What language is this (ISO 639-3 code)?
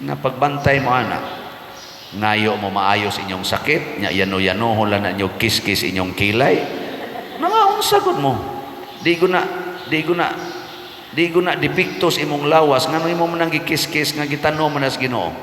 ceb